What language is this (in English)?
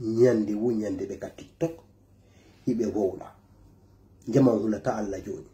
Fula